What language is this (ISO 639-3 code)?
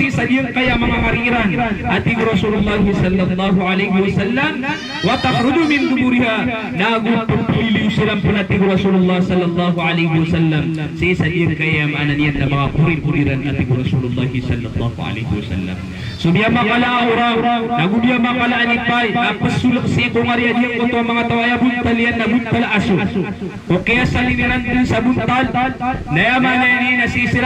mrw